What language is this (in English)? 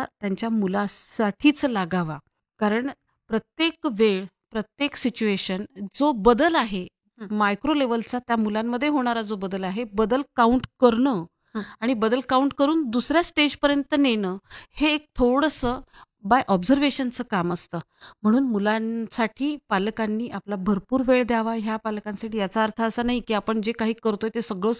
Marathi